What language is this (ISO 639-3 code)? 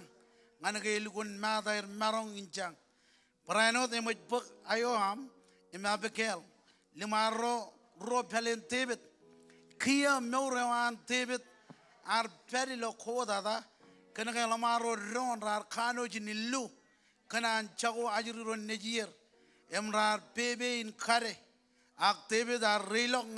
mah